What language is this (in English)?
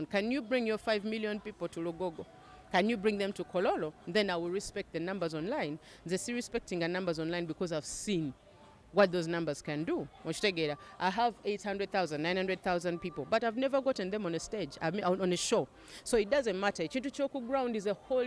Ganda